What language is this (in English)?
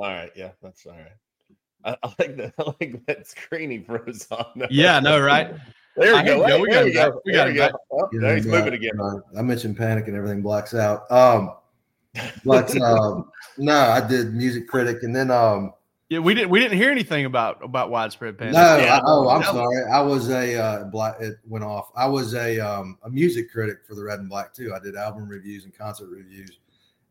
English